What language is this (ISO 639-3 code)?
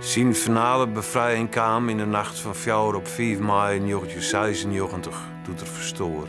fry